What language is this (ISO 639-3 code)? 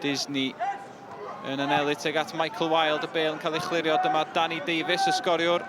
cym